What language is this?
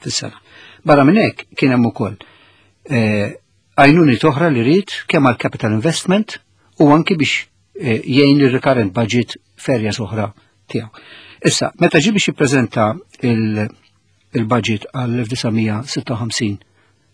Maltese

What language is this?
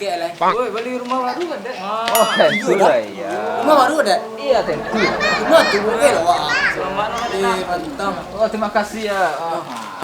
Minangkabau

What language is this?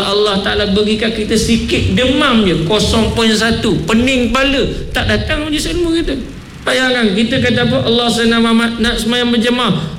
Malay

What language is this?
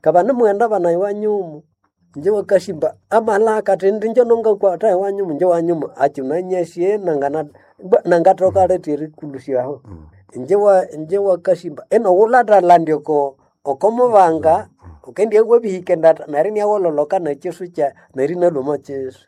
Nande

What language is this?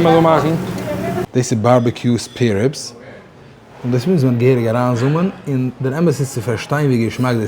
Yiddish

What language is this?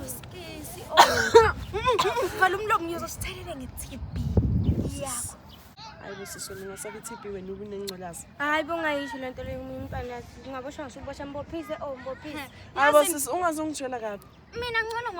Zulu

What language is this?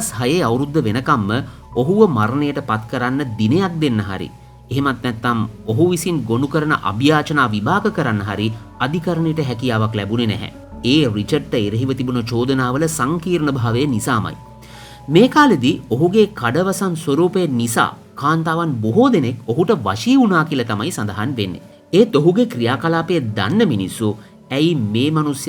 Sinhala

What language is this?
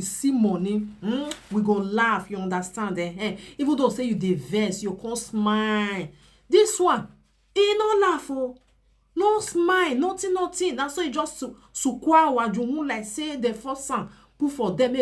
Nigerian Pidgin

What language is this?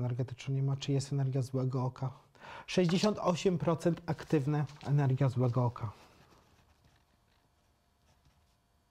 Polish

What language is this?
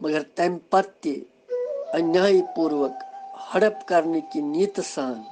Kashmiri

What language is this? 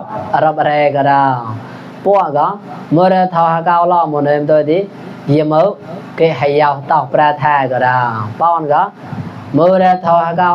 Mon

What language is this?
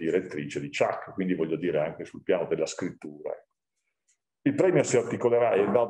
Italian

